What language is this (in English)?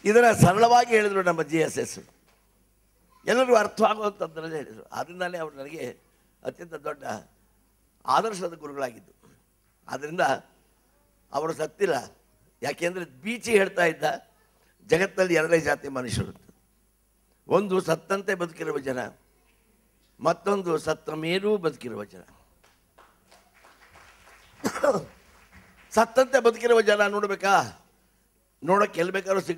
Kannada